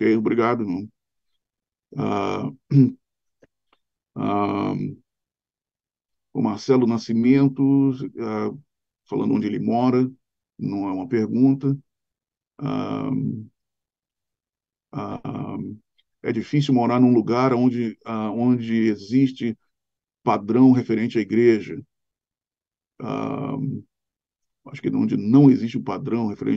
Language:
Portuguese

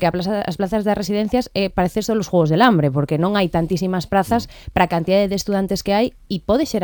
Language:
Galician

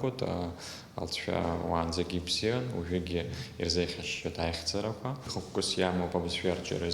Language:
Abkhazian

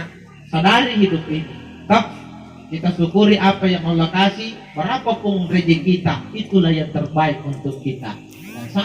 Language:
Makasar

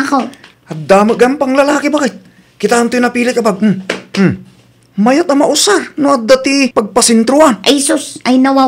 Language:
Iloko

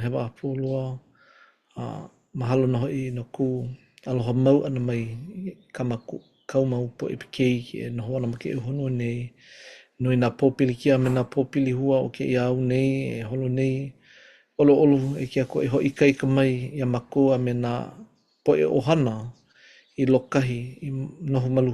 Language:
Hawaiian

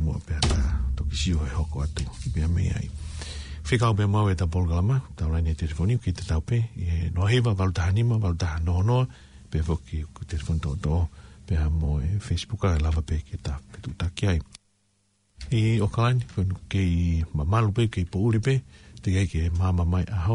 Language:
Tongan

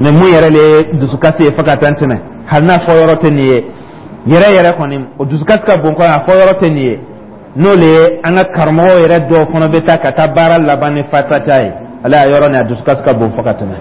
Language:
Dyula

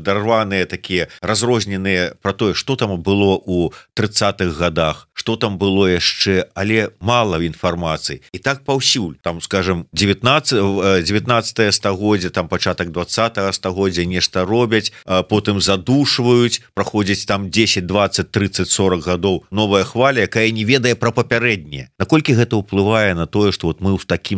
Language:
Belarusian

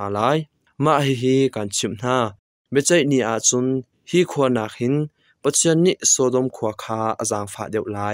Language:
Hakha Chin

